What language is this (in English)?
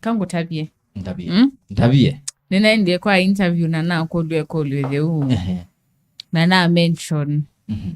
Kamba